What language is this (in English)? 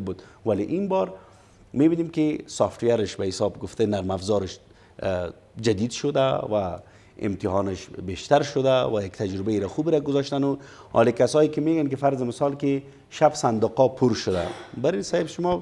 Persian